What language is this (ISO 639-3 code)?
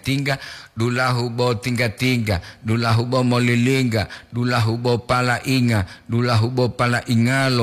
gor